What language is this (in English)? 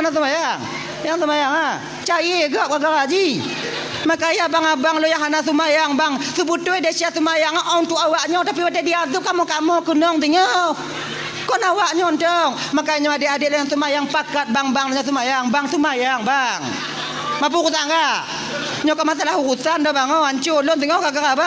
Achinese